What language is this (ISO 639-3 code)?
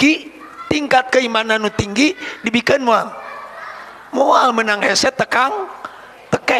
sun